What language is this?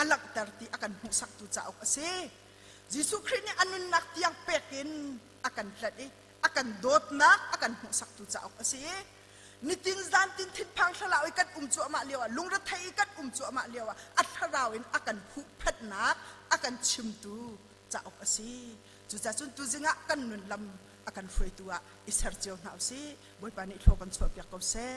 Hakha Chin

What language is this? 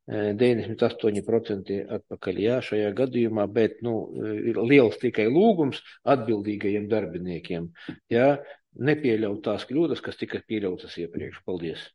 Latvian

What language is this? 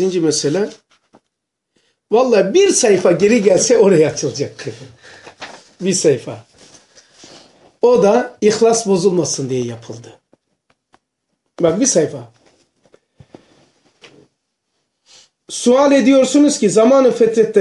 Turkish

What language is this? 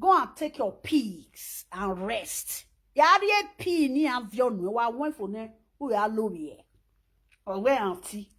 Nigerian Pidgin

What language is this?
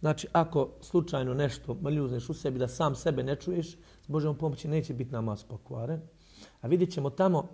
Bosnian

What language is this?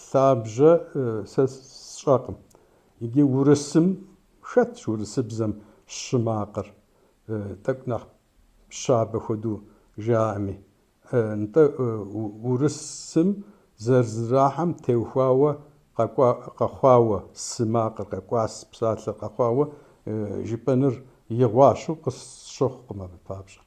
Kabardian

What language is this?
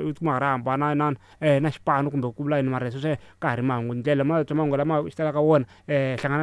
Tsonga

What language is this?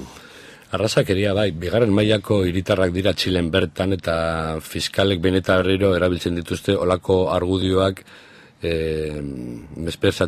Basque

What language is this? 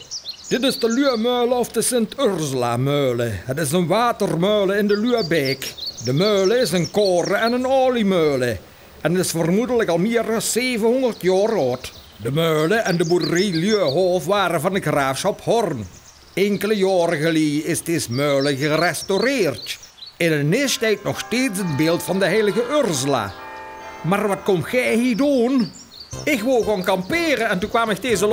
Limburgish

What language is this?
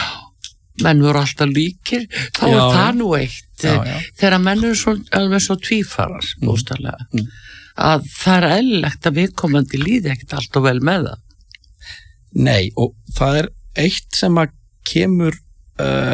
Icelandic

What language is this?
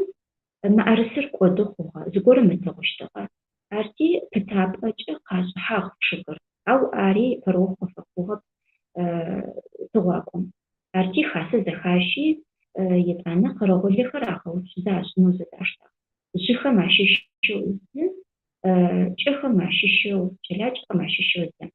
Adyghe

